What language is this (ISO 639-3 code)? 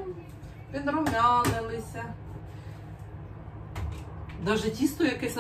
ukr